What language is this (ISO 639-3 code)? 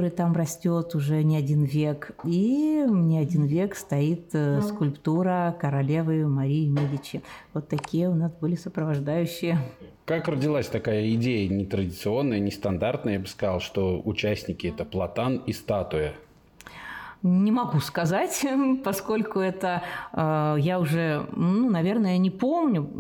rus